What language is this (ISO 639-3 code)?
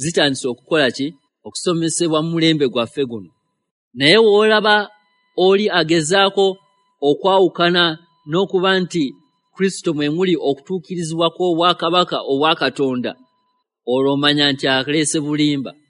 lug